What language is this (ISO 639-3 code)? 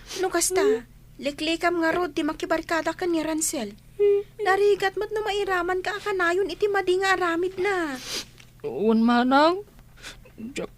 ilo